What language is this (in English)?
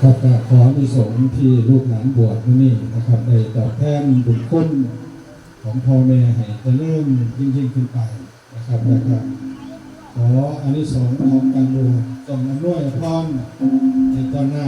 Northeastern Thai